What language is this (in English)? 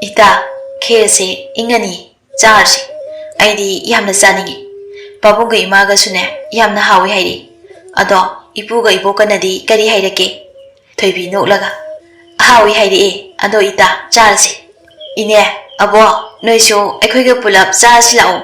Manipuri